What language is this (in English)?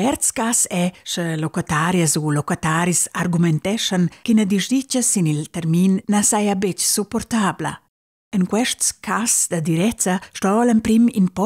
Romansh